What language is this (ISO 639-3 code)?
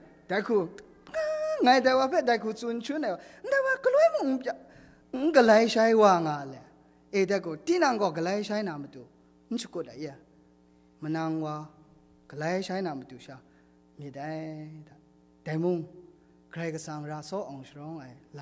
kac